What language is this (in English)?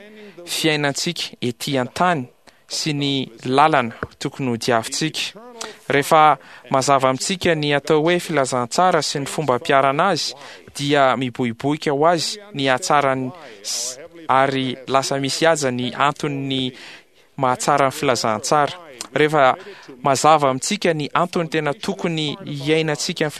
Malagasy